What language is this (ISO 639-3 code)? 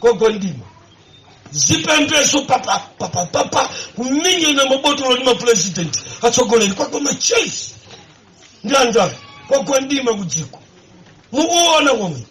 nya